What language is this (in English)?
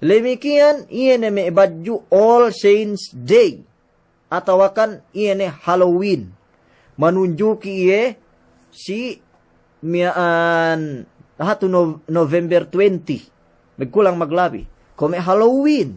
Yakan